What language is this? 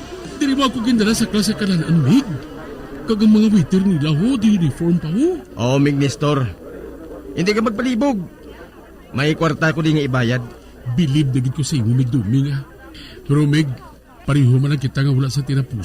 Hiligaynon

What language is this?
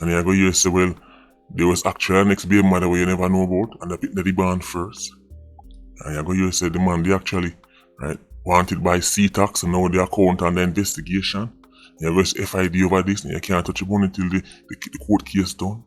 Jamaican Creole English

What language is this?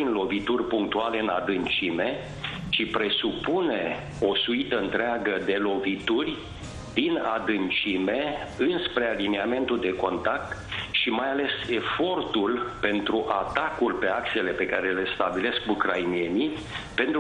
Romanian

